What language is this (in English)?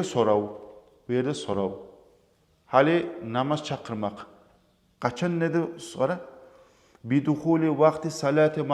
Kumyk